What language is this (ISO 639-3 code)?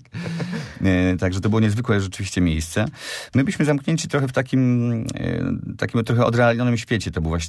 pol